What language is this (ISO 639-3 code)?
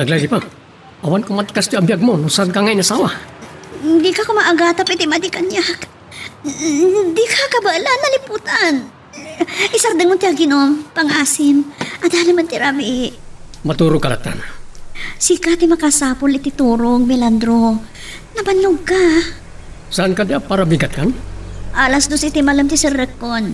ilo